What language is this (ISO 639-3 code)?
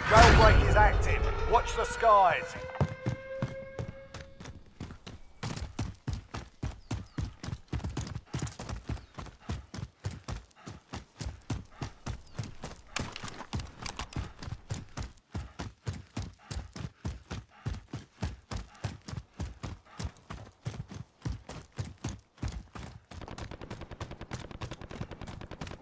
eng